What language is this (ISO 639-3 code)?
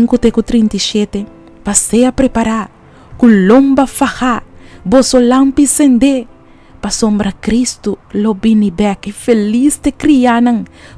pap